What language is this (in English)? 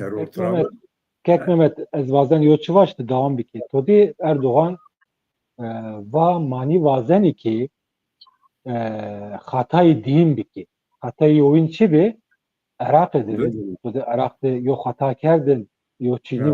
Zaza